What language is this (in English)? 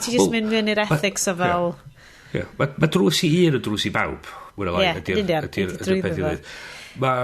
Welsh